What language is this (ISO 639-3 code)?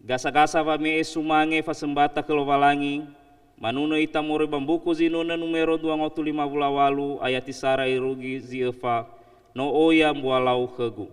nia